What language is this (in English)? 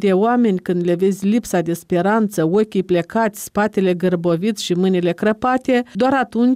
Romanian